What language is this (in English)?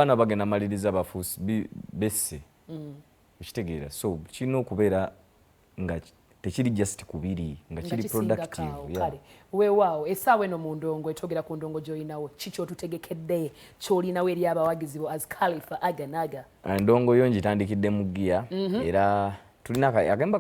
Ganda